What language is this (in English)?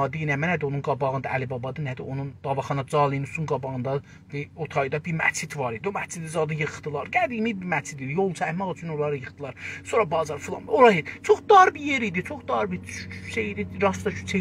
South Azerbaijani